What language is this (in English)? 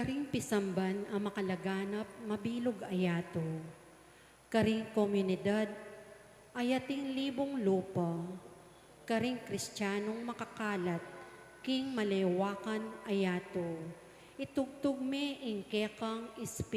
Pampanga